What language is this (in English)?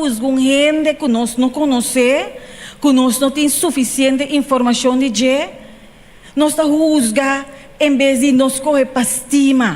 Papiamento